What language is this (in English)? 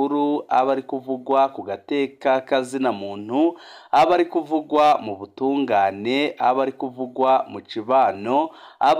Rundi